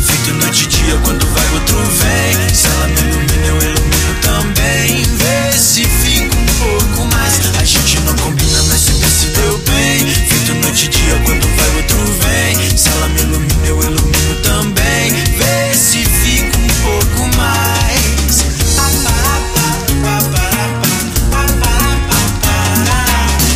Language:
Portuguese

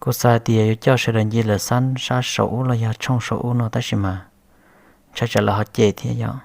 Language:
Hmong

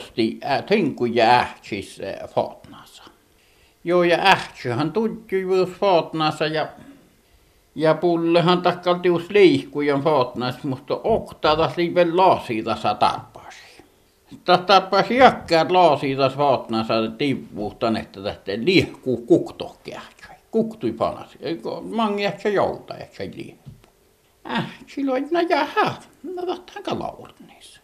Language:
Finnish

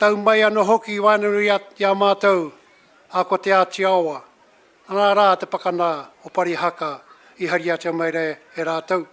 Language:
Māori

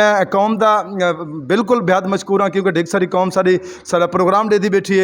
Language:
Saraiki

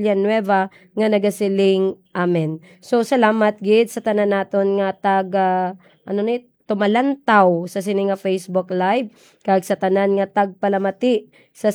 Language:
Hiligaynon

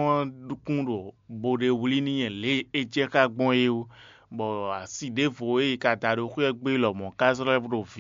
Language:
Fon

